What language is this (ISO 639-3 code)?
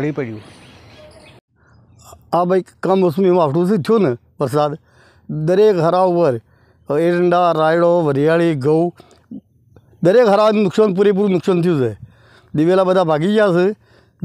guj